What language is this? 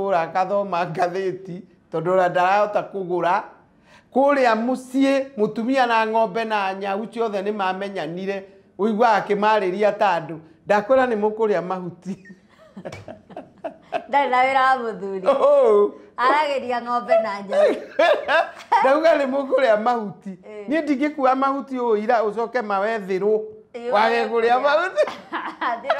Kikuyu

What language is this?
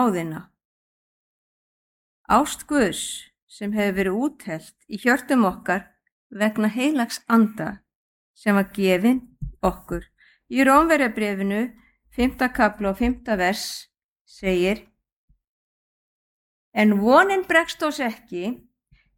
Icelandic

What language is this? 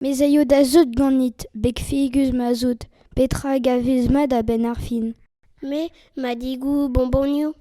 Breton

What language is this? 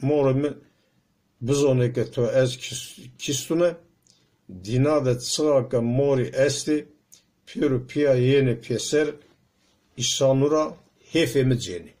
Zaza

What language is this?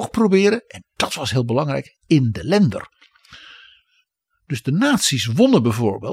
Dutch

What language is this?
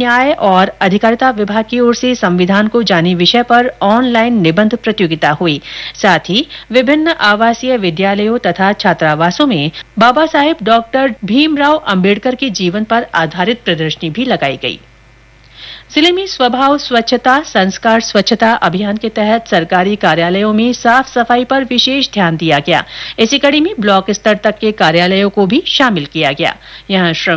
Hindi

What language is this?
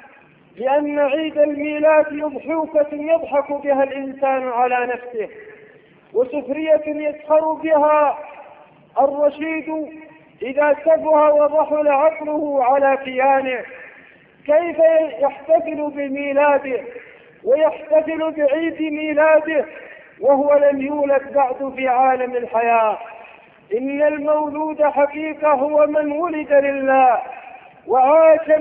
Arabic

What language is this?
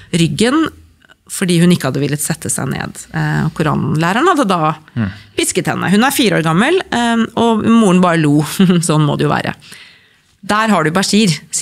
Norwegian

